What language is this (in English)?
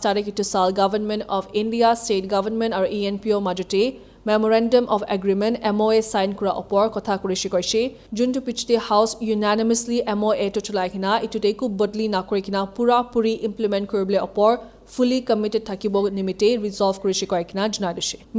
Naga Pidgin